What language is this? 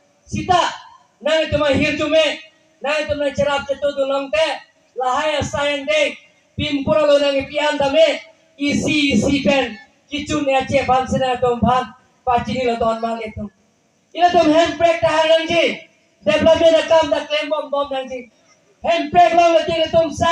Karbi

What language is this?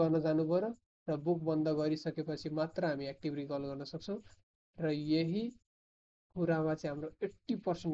Nepali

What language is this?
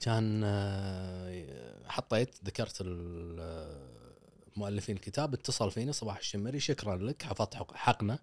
Gulf Arabic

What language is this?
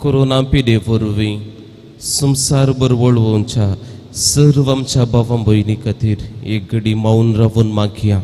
Konkani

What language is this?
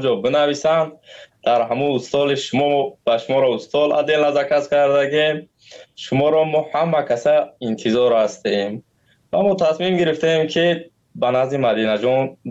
Tajik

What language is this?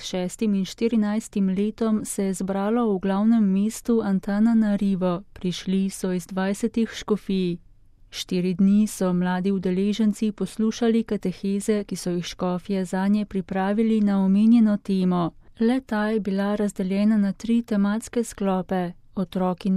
Slovenian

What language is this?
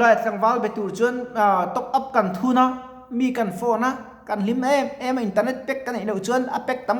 Mizo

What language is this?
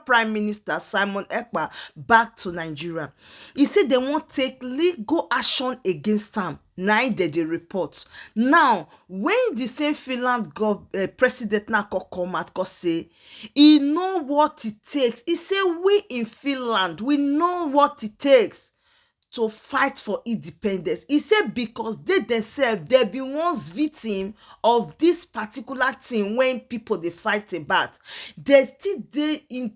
Nigerian Pidgin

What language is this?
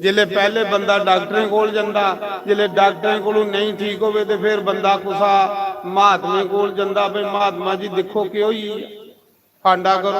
Dogri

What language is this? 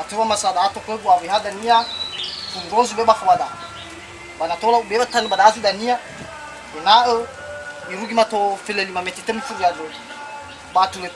Nias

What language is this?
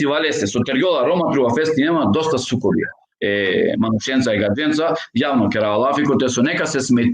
Balkan Romani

